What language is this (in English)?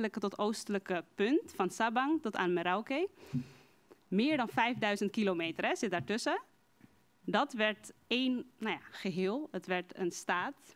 Dutch